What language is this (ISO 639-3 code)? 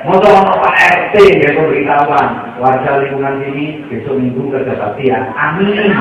jav